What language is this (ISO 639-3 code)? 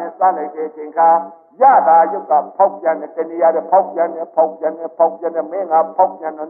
mya